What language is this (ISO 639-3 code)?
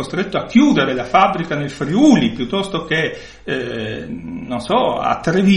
ita